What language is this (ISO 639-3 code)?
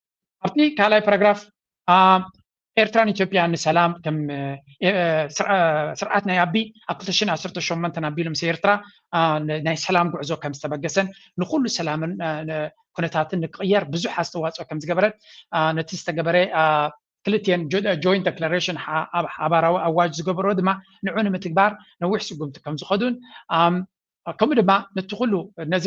tir